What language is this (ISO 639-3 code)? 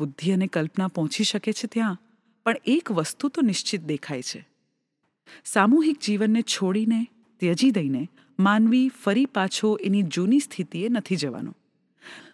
guj